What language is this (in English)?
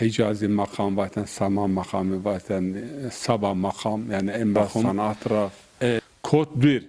Zaza